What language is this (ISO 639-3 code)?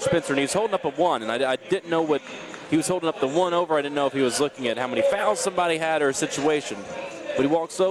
eng